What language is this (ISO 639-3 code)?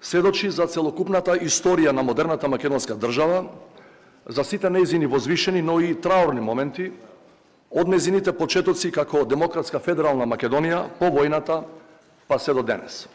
mkd